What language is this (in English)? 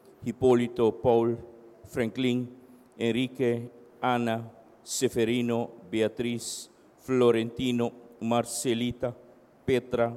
Papiamento